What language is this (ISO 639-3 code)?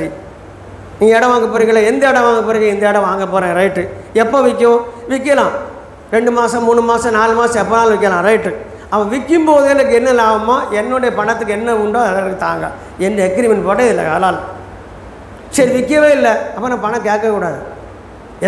tam